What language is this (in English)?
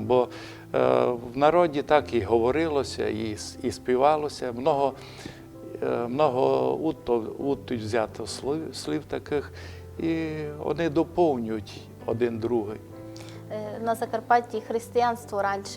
Rusyn